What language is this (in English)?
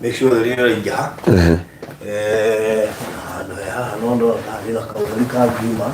Kikuyu